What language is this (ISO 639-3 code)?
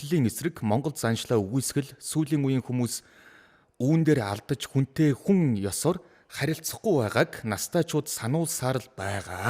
mon